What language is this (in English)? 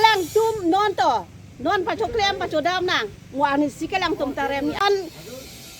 Karbi